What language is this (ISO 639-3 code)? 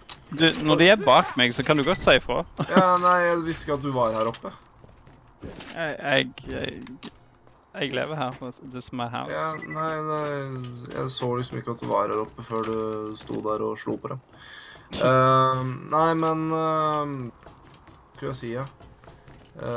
nor